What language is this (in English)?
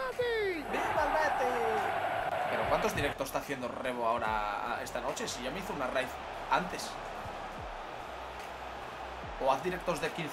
Spanish